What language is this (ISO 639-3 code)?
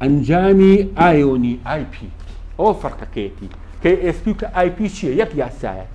ckb